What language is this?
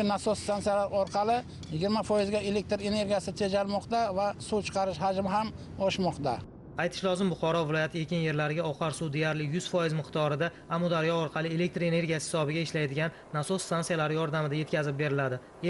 Uzbek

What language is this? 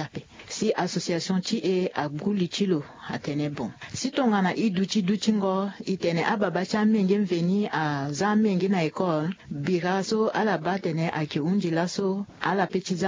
Sango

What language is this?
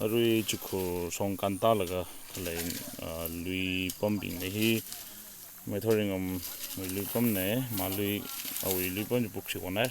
Tangkhul Naga (India)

